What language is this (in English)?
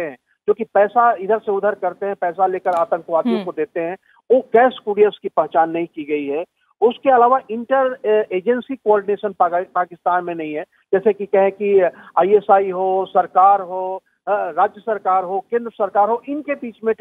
Hindi